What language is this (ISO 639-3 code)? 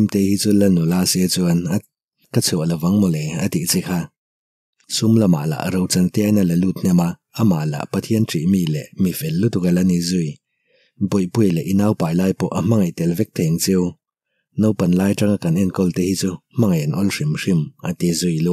lus